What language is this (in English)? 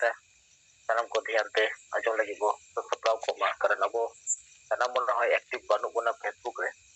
Santali